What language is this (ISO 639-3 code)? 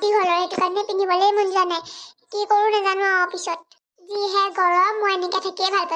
asm